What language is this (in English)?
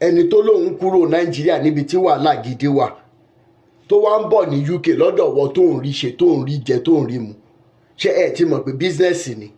Yoruba